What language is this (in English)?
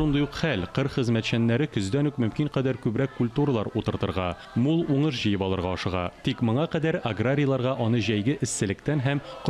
Tatar